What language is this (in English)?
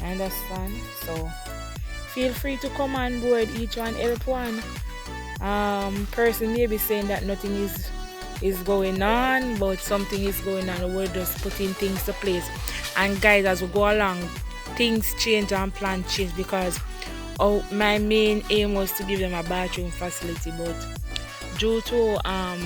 Jamaican Creole English